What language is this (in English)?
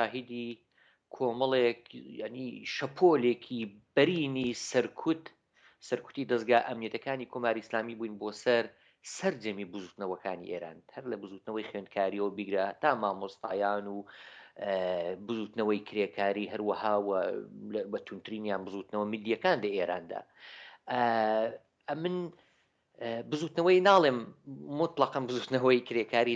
Central Kurdish